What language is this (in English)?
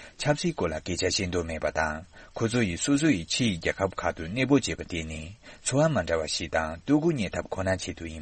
Tibetan